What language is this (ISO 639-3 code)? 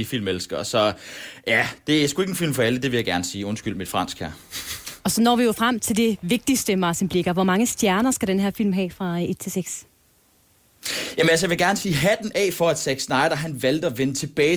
dan